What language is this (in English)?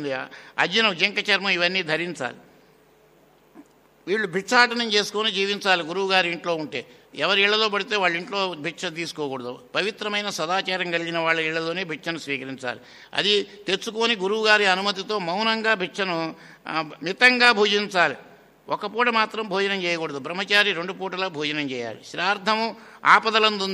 Telugu